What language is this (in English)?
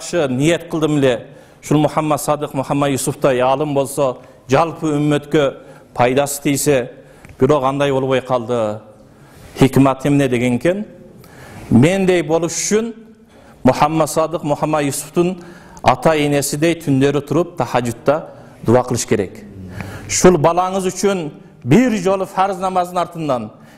Kyrgyz